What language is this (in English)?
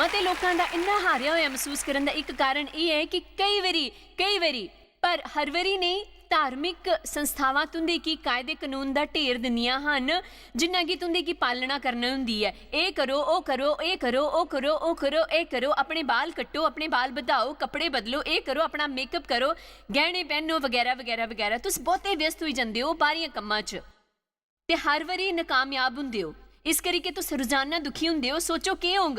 Dogri